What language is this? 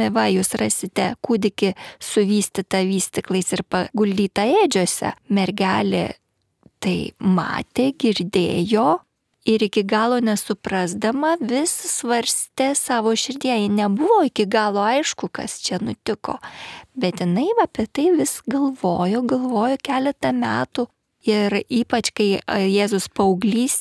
Lithuanian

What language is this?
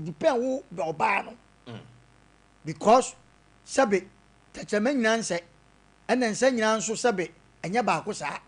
Akan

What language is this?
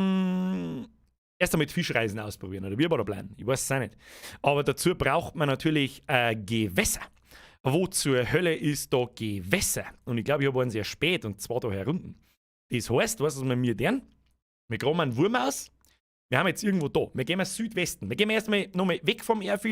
Bavarian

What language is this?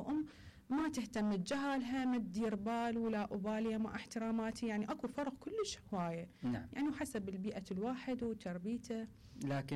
Mesopotamian Arabic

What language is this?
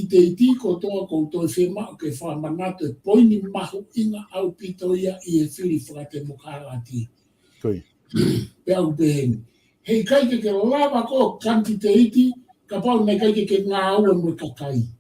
Tongan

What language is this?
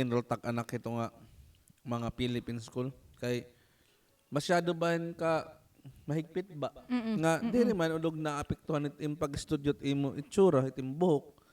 Waray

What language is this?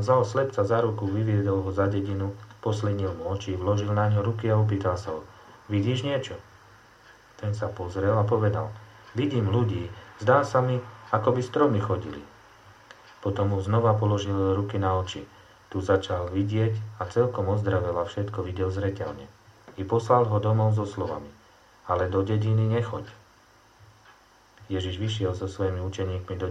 Slovak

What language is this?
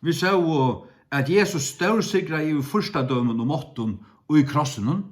Faroese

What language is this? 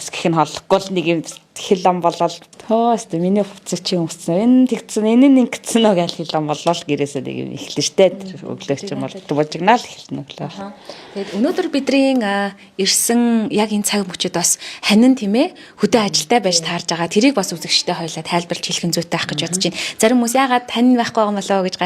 Mongolian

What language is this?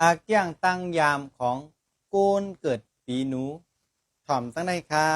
Shan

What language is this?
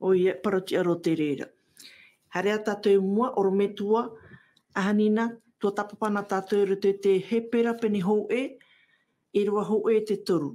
Tahitian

